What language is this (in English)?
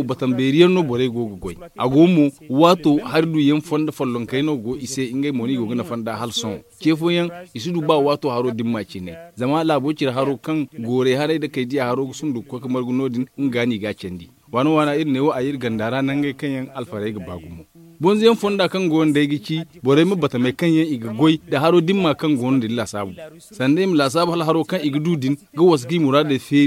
Zarma